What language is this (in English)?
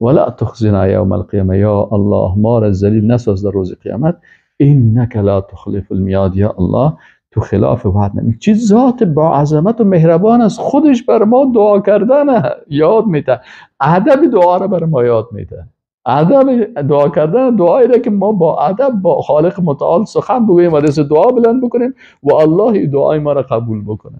Persian